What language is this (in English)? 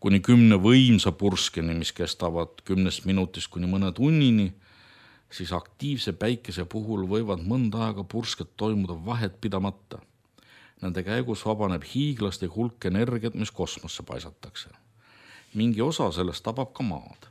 Estonian